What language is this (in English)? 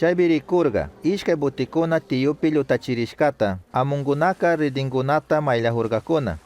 Chimborazo Highland Quichua